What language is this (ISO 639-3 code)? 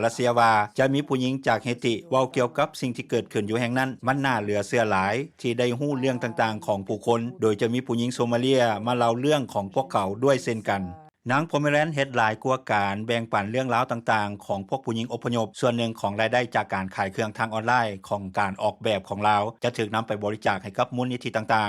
lao